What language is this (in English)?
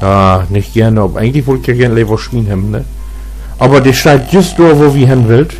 Low German